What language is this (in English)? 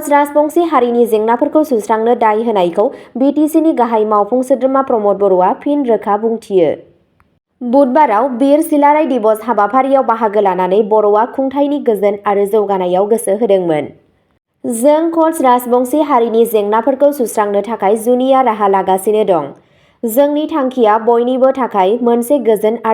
Bodo